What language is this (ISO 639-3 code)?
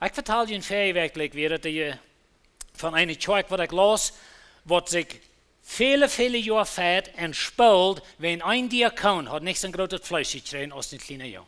pdt